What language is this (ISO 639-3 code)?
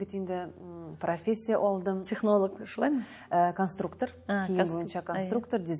tat